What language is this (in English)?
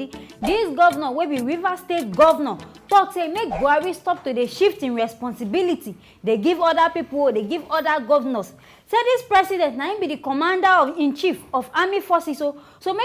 Nigerian Pidgin